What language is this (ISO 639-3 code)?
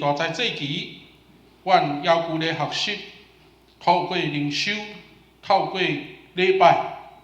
nan